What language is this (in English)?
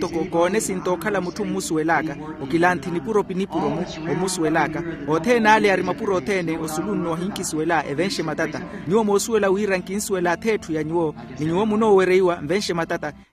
Makhuwa